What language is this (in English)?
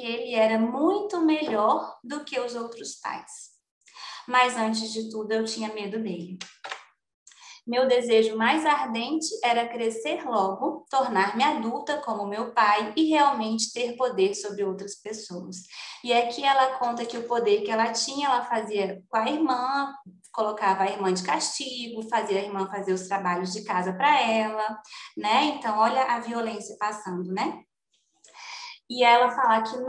Portuguese